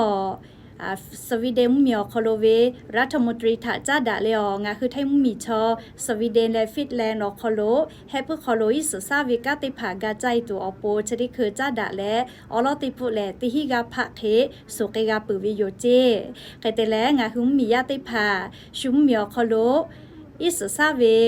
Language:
Lahu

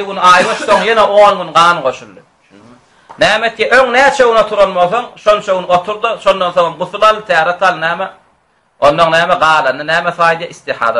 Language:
Turkmen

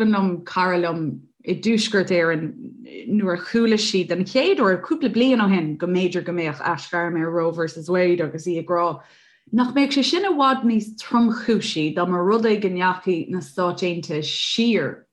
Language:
Irish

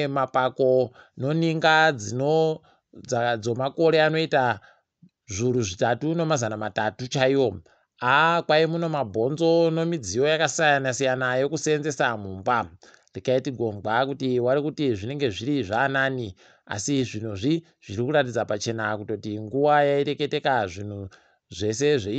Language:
Ndau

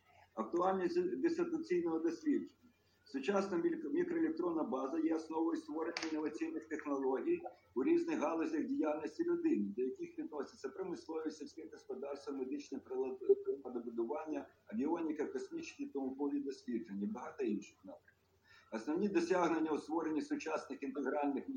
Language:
Ukrainian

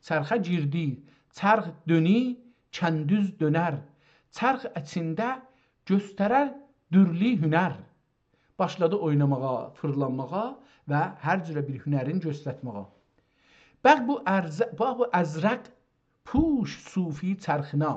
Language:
South Azerbaijani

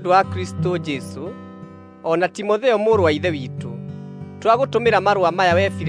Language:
Kikuyu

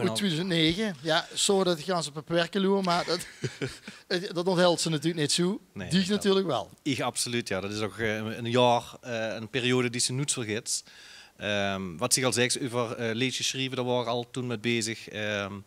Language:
Limburgish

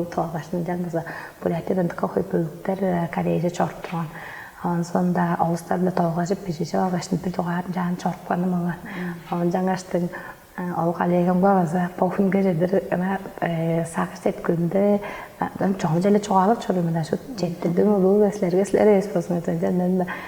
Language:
Tuvinian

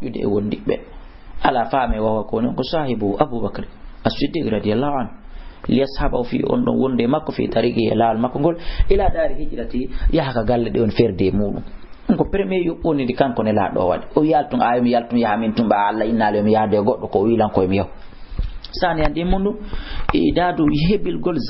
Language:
Fula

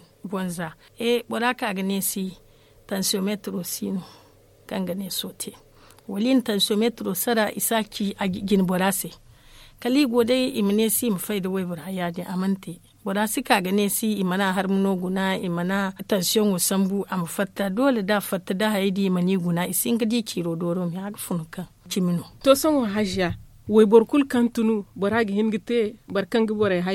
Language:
Zarma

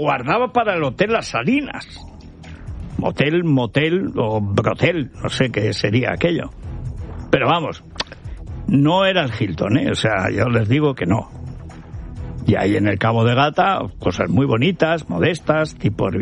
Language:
Spanish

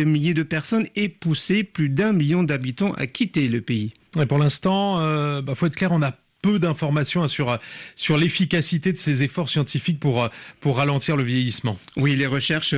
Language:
French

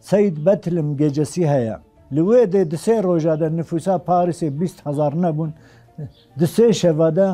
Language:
Kurdish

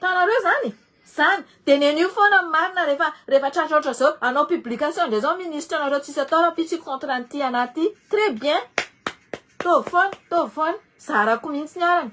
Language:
Malagasy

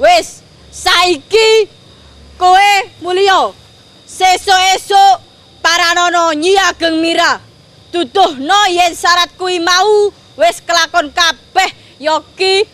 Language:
Javanese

